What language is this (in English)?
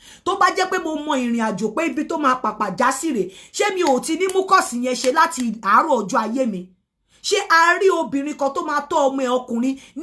Yoruba